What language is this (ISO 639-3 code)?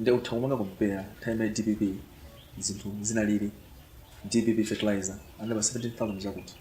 nya